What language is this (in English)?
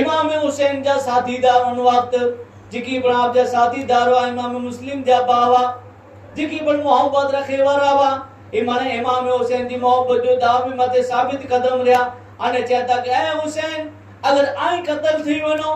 Kachhi